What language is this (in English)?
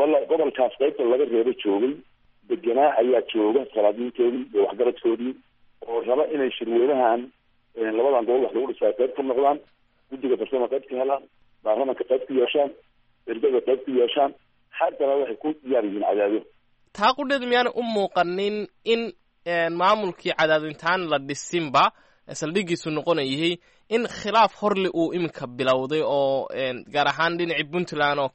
Somali